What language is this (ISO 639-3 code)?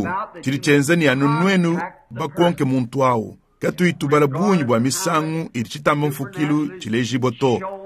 lua